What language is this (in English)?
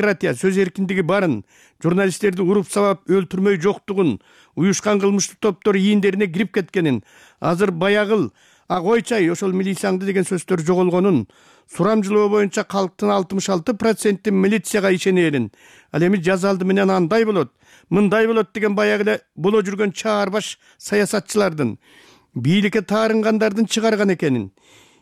Kyrgyz